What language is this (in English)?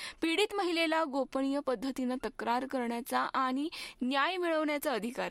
Marathi